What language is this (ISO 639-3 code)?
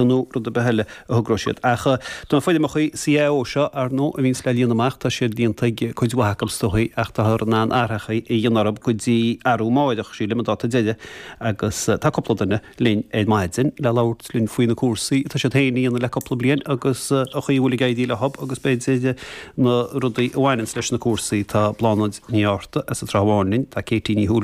gle